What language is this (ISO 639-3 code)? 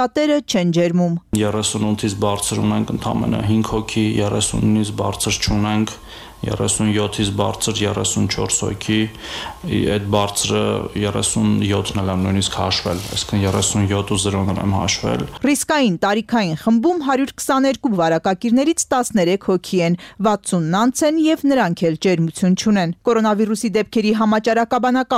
hye